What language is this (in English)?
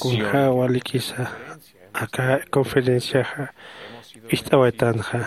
Aymara